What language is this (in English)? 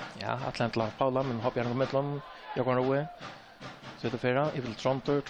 Faroese